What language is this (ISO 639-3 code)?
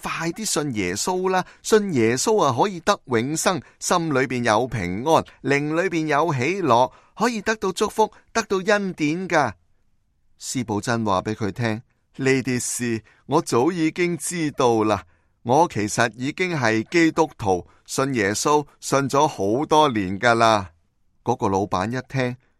yue